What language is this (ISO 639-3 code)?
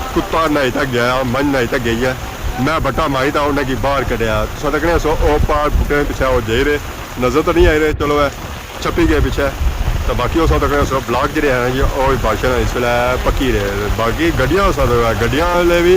phr